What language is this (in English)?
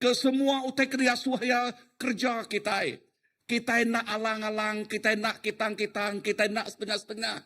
Iban